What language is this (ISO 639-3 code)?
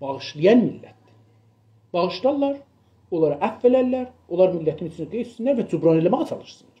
azb